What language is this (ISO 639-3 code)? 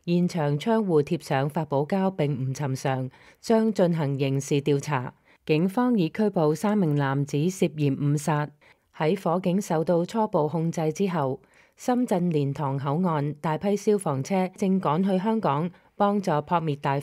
yue